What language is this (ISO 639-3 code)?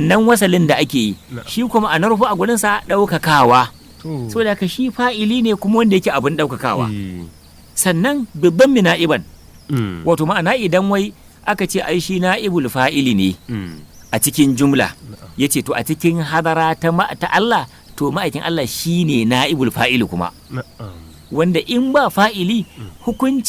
hau